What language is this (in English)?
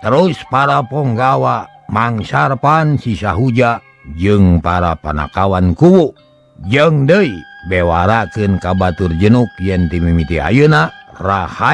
Sundanese